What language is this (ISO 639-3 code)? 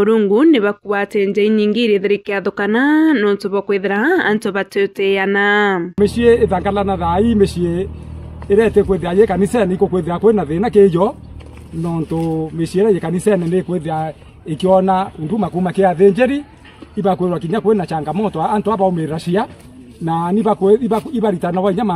mer